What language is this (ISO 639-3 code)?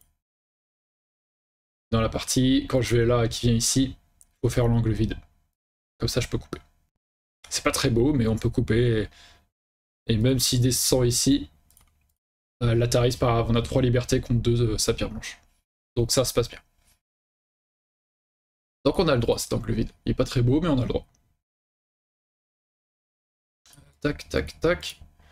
fra